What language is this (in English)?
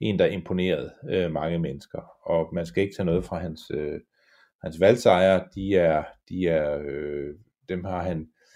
Danish